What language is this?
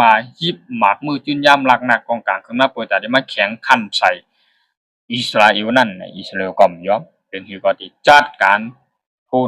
Shan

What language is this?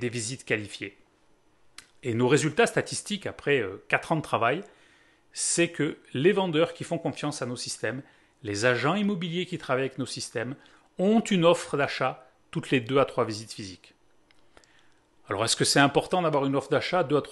French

